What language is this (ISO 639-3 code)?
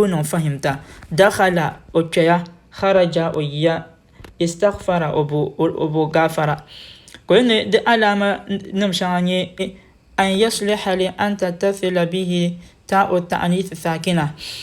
dag